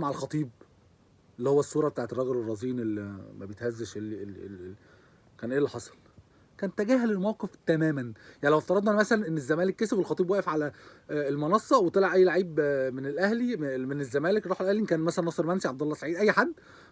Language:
Egyptian Arabic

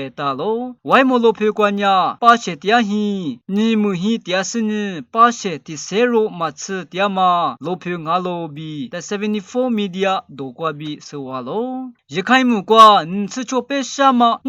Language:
Lisu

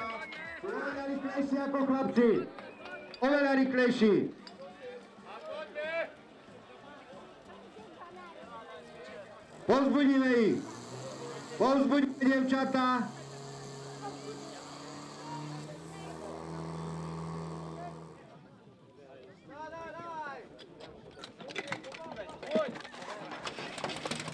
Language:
Slovak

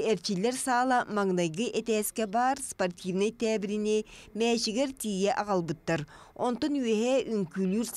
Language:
Yakut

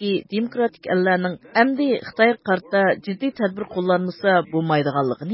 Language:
Uyghur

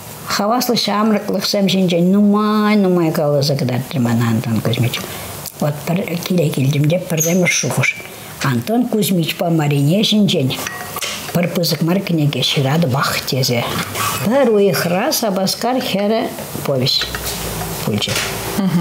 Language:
Chuvash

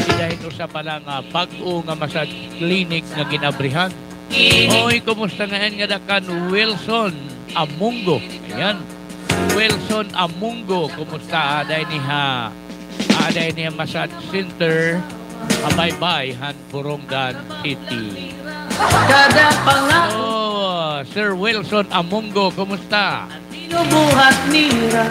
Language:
Waray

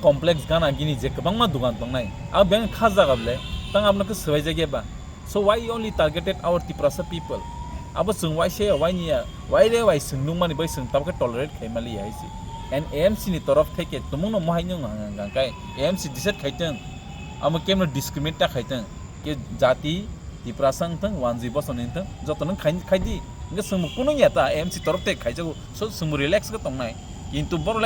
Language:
Kok Borok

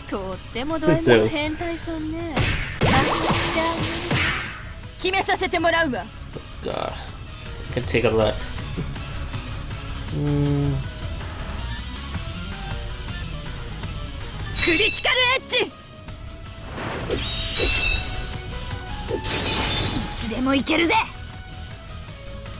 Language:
Japanese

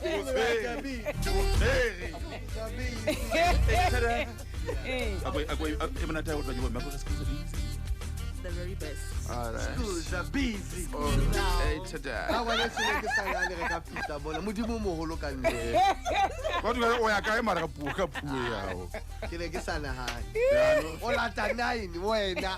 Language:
Southern Sotho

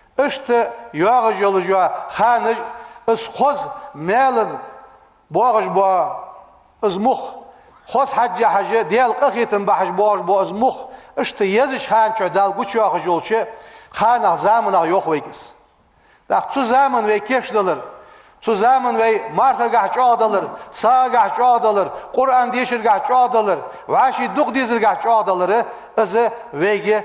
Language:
Ingush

